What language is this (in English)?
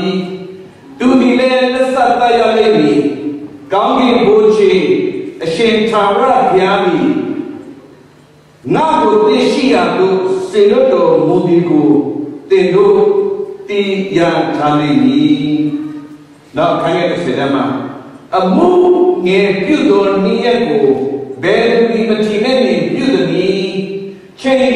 Burmese